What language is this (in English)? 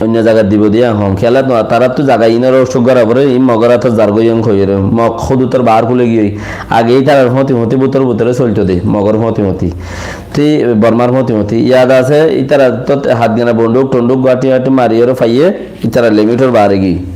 Rohingya